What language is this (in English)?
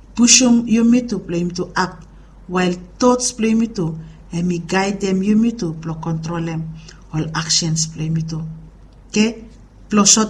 Bislama